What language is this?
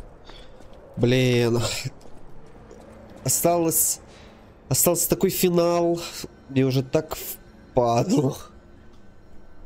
Russian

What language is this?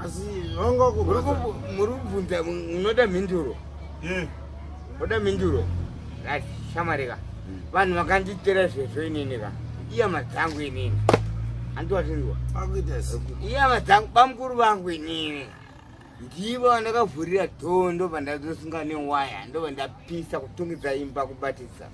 Shona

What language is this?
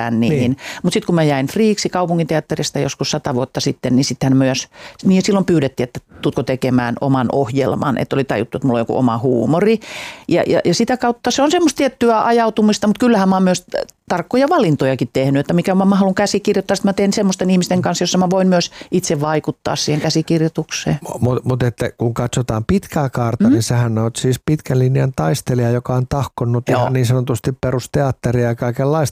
Finnish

